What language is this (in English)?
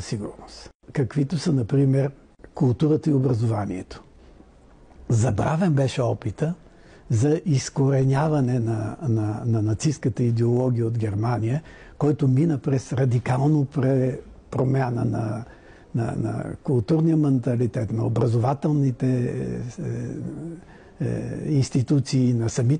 Bulgarian